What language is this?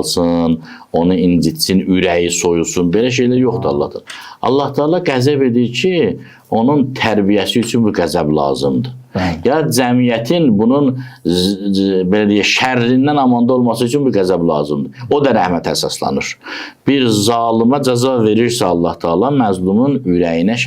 Azerbaijani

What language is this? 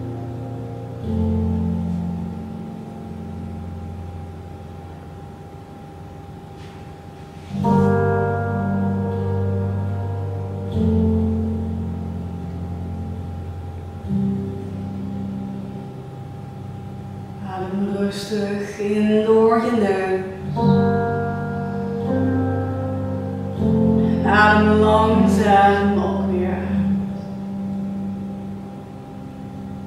Dutch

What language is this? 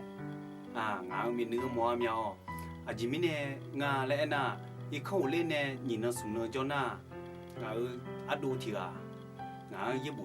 Akha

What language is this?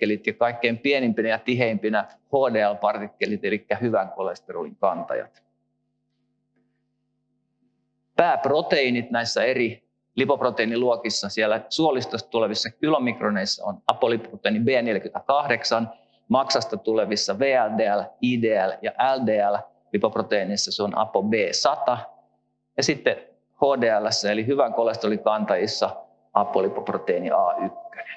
Finnish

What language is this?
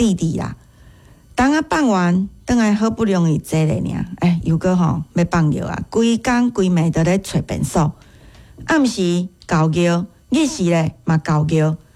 Min Nan Chinese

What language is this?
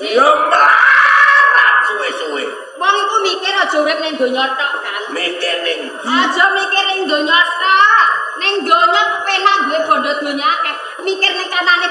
Javanese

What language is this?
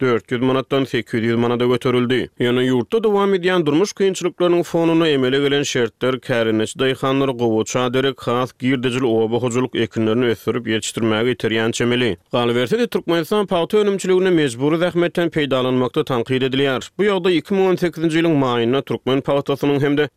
Turkmen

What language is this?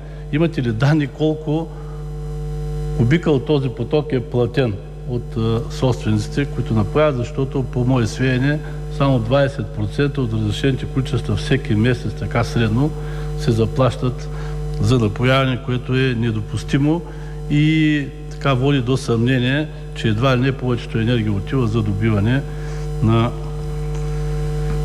Bulgarian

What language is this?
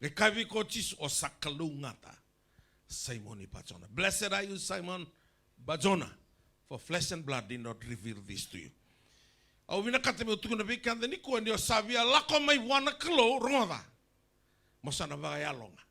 Fijian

